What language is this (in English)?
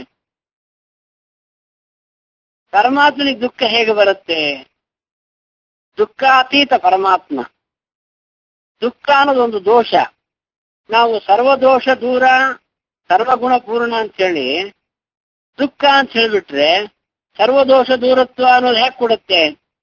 Kannada